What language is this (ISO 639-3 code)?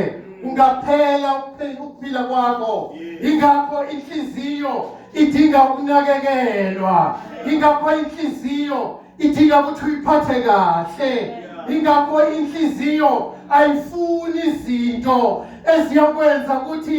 zul